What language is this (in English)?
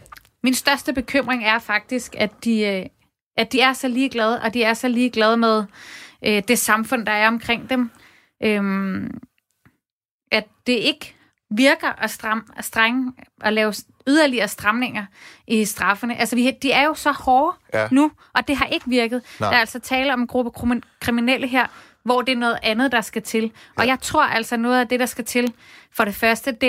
Danish